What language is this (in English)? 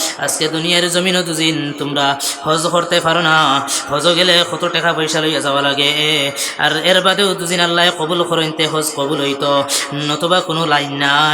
Sylheti